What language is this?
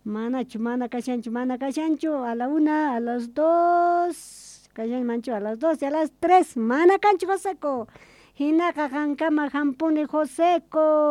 South Bolivian Quechua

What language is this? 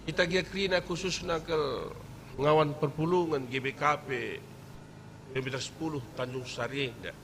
Batak Karo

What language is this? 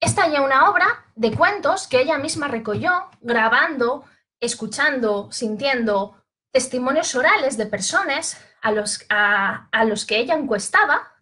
Asturian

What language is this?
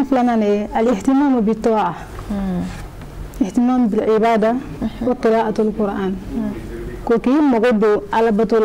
Bambara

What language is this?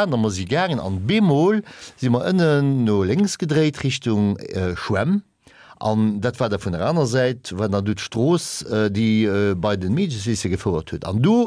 Luxembourgish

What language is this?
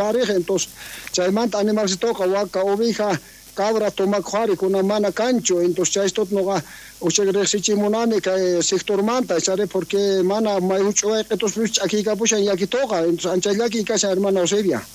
South Bolivian Quechua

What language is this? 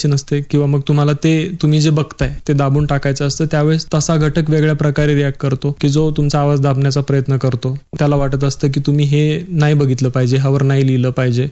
Marathi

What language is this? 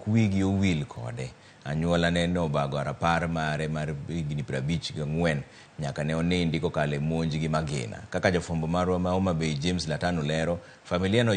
Luo (Kenya and Tanzania)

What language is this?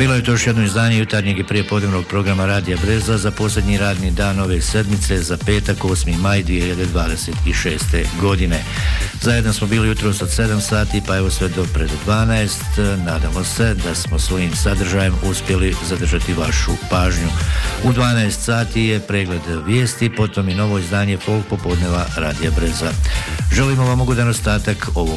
Bosnian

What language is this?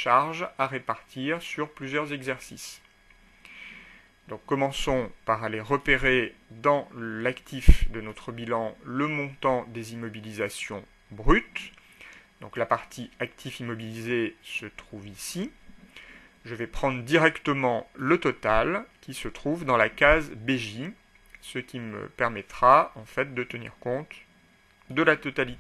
French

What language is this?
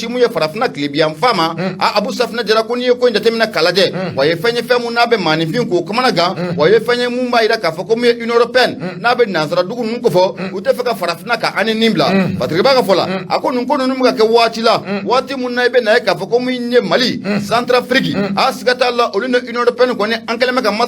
Bambara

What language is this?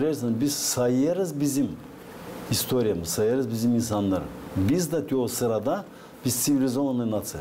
Gagauz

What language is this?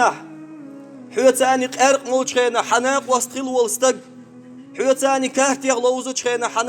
Chechen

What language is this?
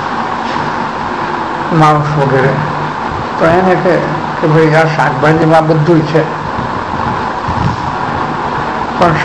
Gujarati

